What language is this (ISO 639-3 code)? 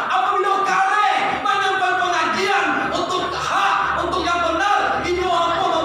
min